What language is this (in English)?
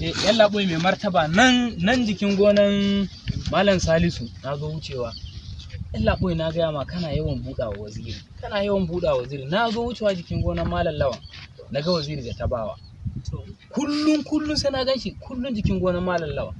Hausa